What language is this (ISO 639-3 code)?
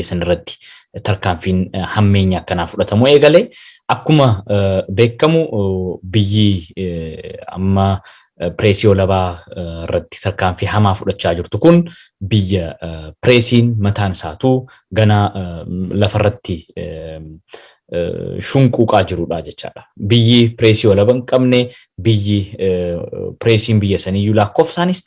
orm